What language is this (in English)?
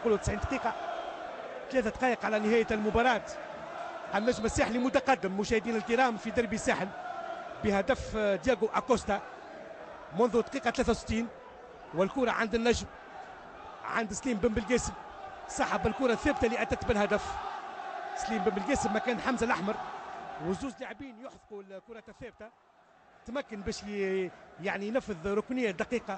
Tunisian Arabic